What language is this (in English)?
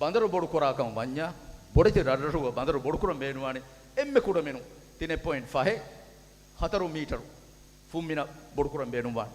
Divehi